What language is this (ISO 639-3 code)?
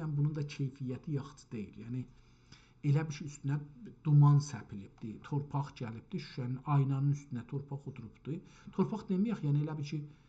azb